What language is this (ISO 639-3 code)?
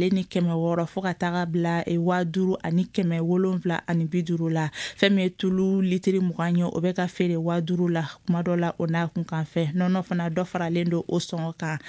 bam